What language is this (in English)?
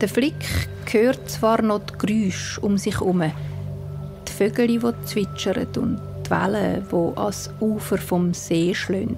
Swiss German